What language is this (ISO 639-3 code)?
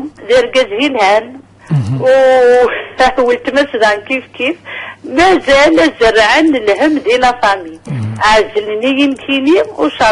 kab